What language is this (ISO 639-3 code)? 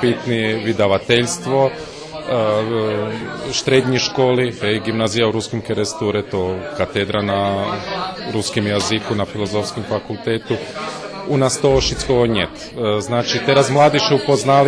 rue